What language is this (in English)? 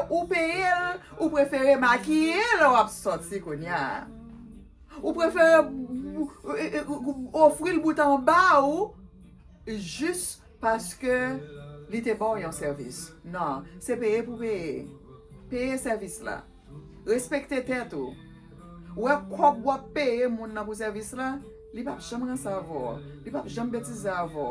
Haitian Creole